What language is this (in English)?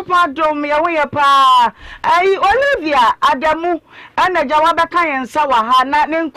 Akan